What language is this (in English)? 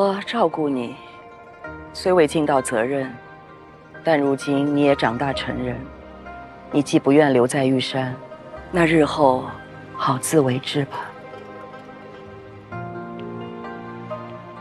Chinese